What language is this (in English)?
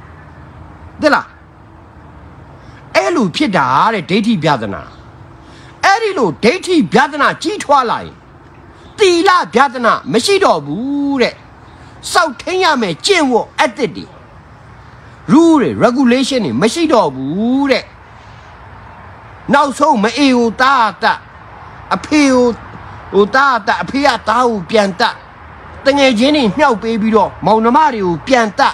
Burmese